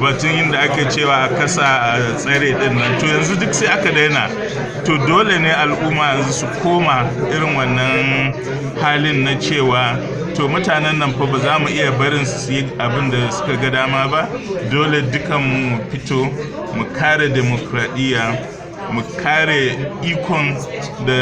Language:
Hausa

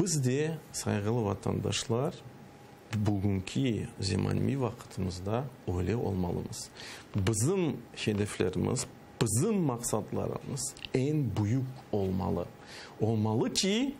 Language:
Crimean Tatar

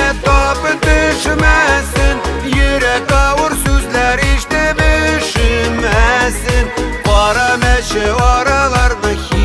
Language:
Bashkir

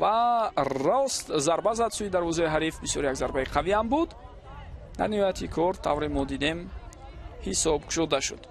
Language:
Tajik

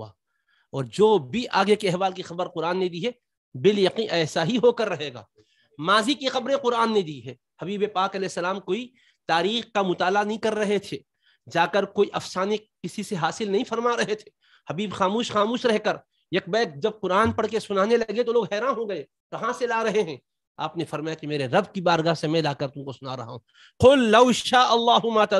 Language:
Urdu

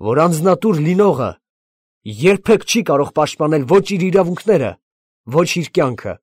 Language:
Armenian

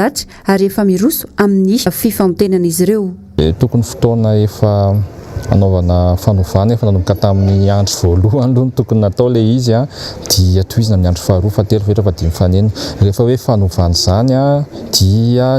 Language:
Malagasy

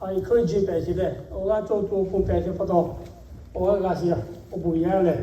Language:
Lahu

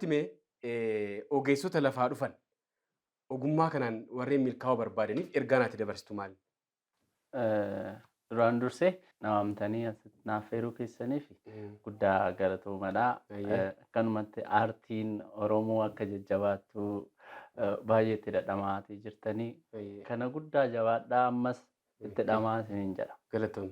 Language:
Oromo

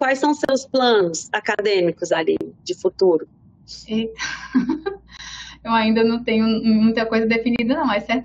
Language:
Portuguese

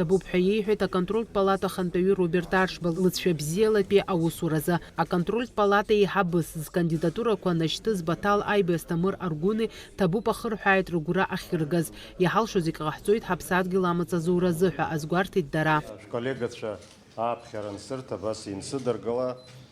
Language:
Abkhazian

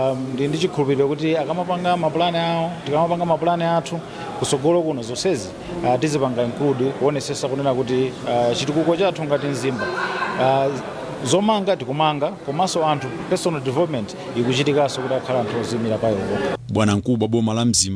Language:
Nyanja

